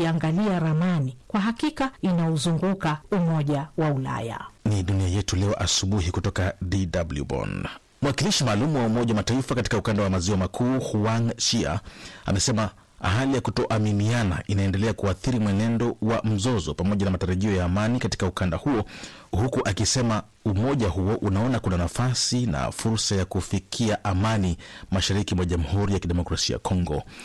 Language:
Swahili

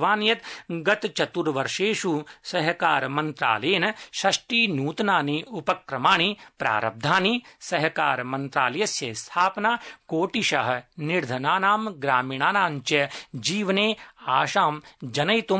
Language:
Sanskrit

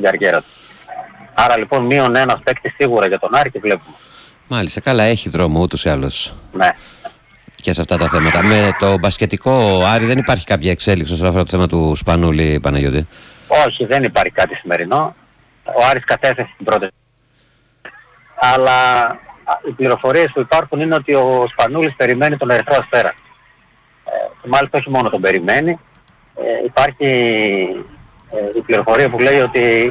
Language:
Greek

